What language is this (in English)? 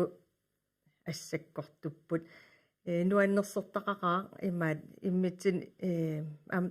Kalaallisut